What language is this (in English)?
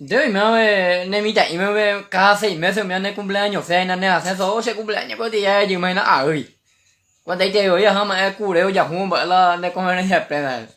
Guarani